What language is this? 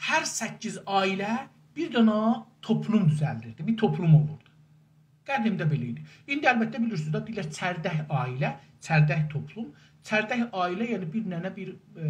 South Azerbaijani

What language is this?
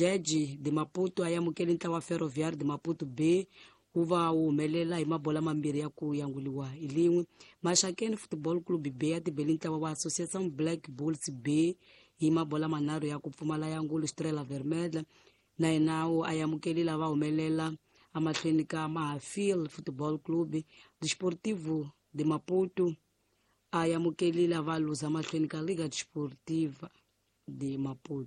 Tsonga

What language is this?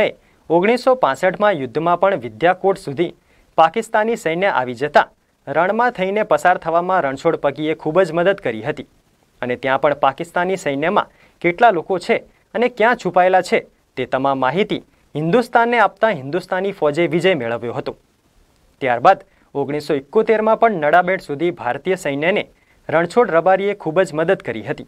Gujarati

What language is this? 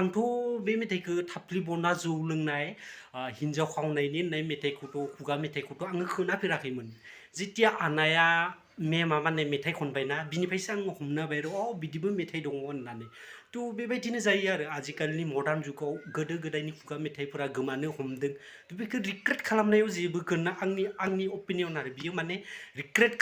Bodo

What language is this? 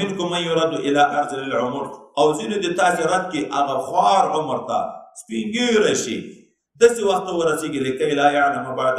Pashto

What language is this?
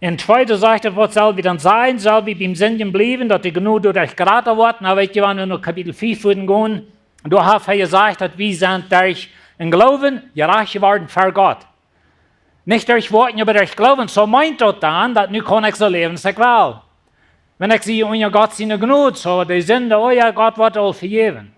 Plautdietsch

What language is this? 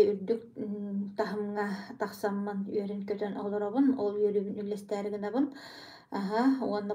Yakut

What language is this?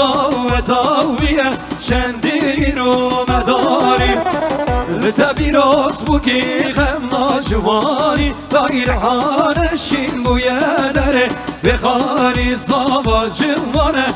Kurdish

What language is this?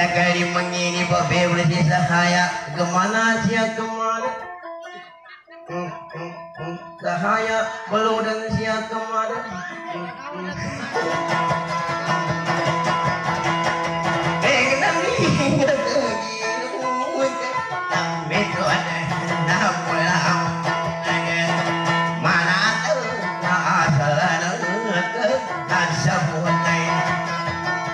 Indonesian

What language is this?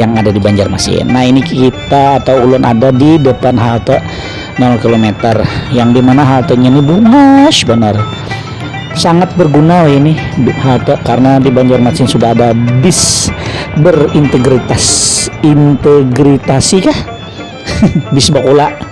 Banjar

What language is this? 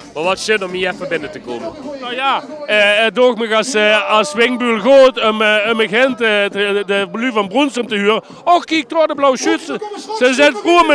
Limburgish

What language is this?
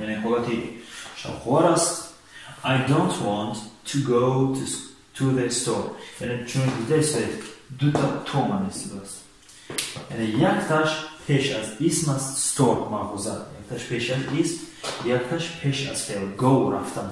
Tajik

